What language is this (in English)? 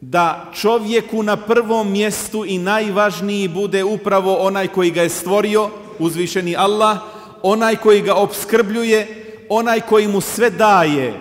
Bosnian